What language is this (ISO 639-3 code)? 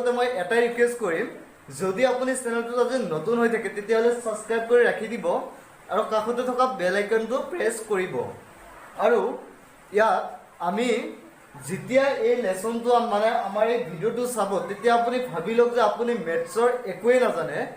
asm